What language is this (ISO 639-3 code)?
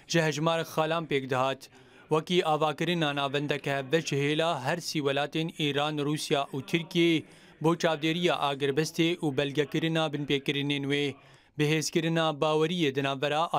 kur